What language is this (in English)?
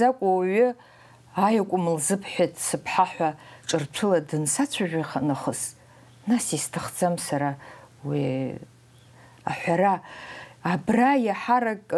Abkhazian